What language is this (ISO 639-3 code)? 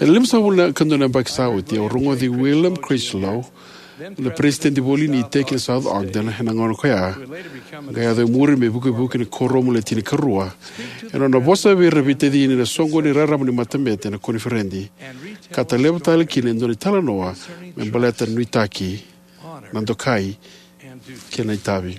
fij